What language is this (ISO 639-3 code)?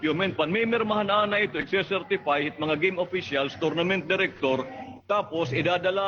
war